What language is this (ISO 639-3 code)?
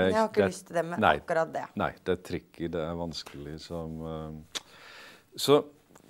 nor